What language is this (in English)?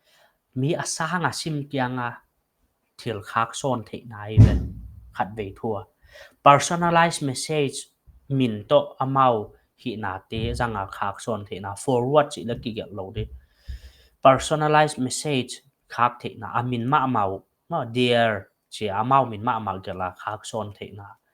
Paite Chin